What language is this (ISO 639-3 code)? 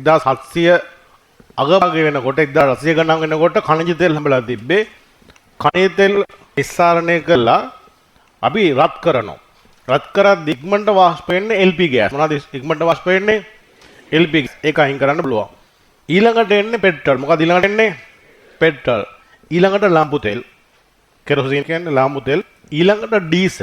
sin